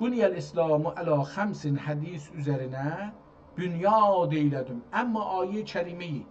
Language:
South Azerbaijani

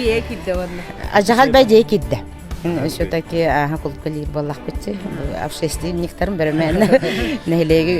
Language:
Yakut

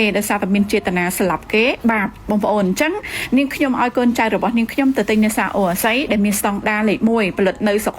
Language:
Khmer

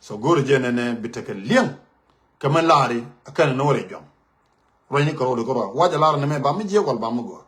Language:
Nuer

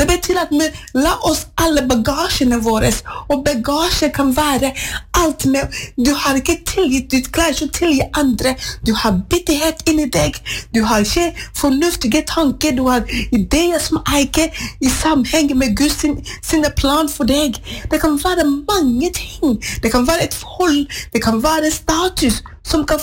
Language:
Norwegian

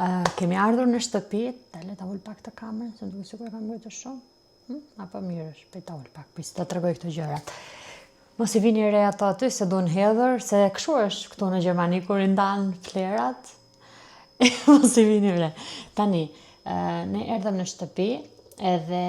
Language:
Albanian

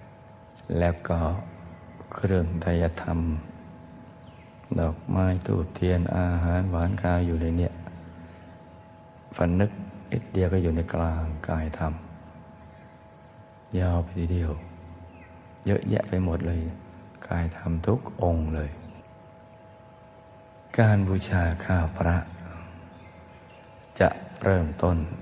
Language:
Thai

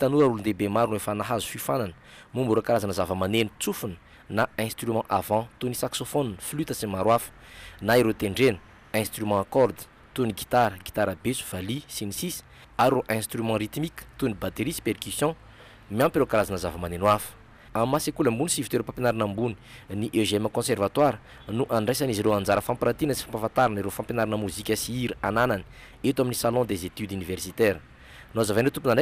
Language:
Malagasy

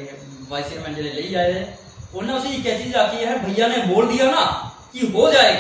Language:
Dogri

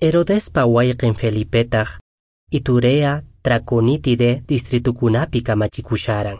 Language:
Quechua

